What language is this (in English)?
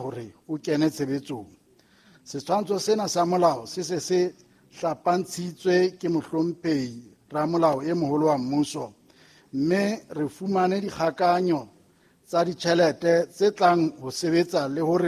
Southern Sotho